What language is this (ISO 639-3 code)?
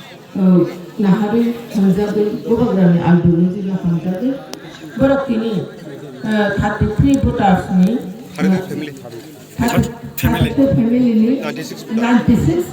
trp